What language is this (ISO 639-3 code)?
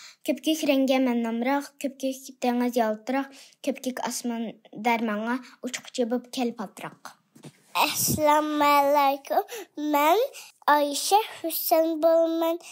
uig